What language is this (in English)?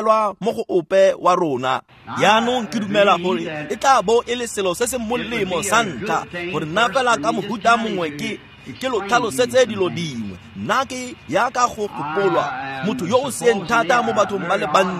Tswana